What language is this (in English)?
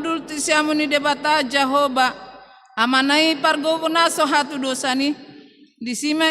Batak Toba